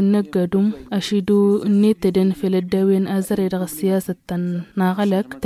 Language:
Tamasheq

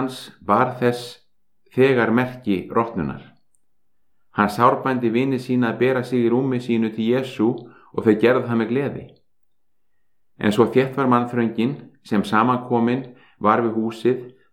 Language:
Icelandic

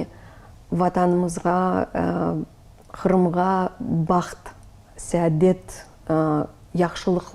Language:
Crimean Tatar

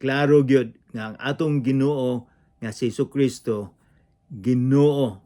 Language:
Cebuano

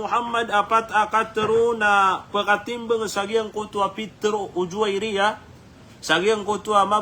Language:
Maranao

